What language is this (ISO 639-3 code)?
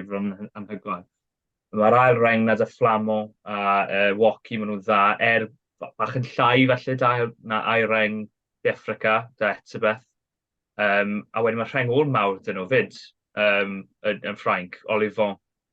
cym